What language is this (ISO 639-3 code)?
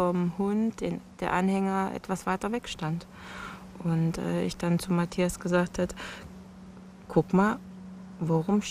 deu